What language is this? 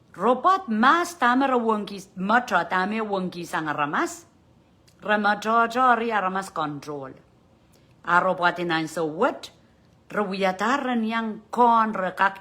Pohnpeian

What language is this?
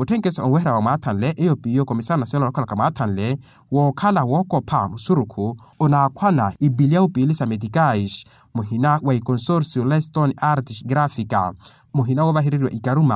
Makhuwa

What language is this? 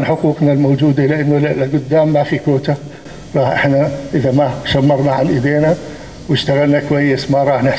North Levantine Arabic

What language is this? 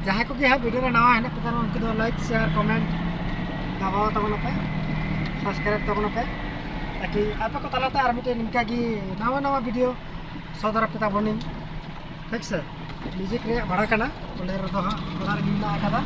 Santali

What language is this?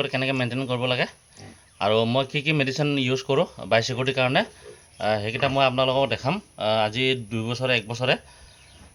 Assamese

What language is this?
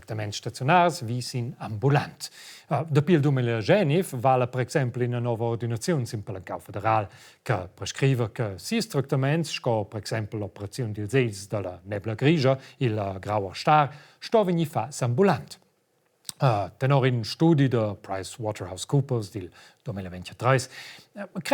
Romansh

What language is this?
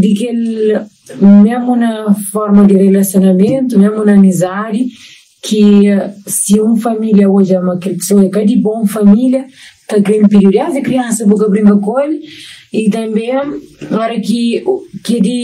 Kabuverdianu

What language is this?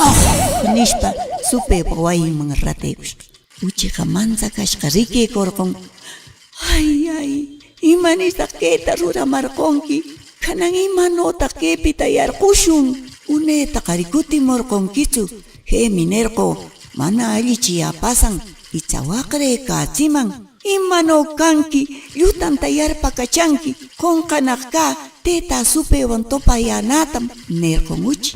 Quechua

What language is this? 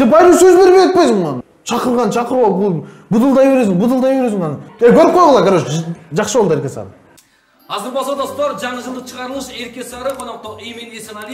Kyrgyz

